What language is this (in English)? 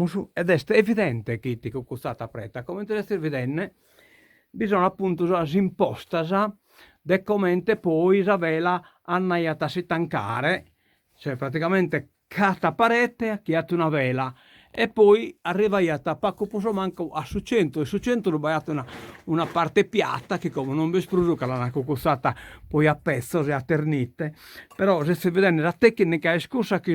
Sardinian